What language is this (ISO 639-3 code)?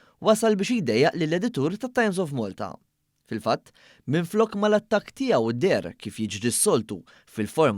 mlt